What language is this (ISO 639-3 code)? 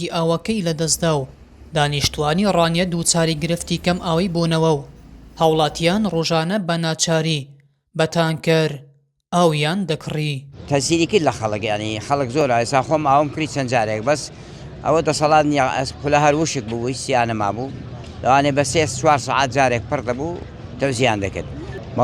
ckb